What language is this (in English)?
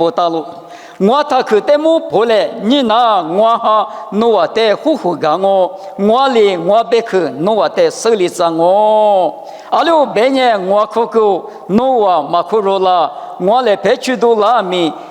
Lisu